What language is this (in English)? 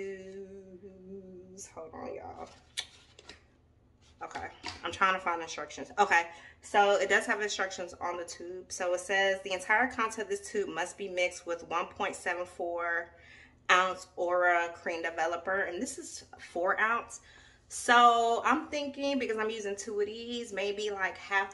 English